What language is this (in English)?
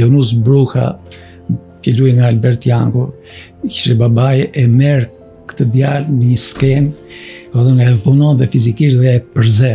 Albanian